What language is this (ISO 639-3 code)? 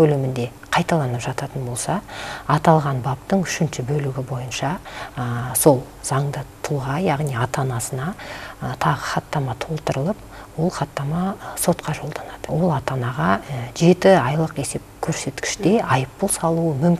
kaz